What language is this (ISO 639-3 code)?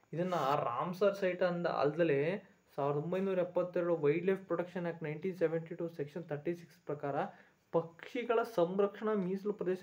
kan